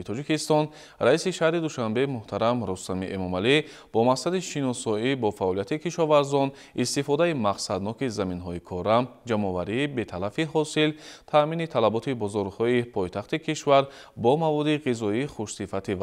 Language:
Tajik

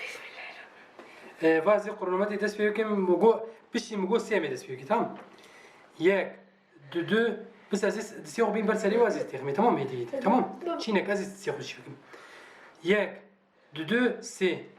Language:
Kurdish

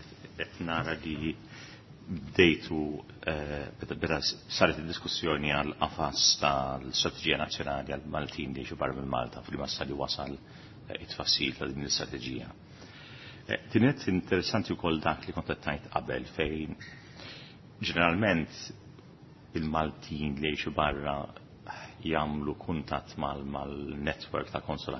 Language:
Maltese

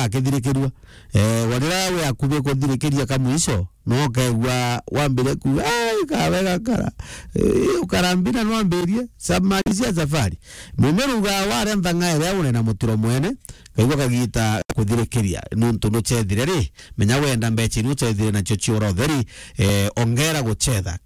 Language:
Meru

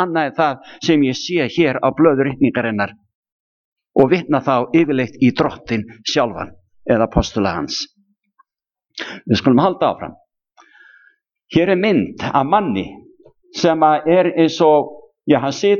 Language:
Icelandic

